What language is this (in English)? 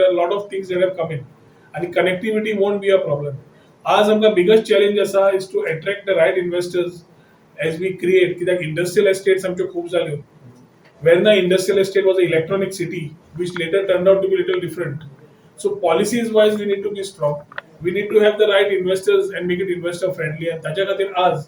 Konkani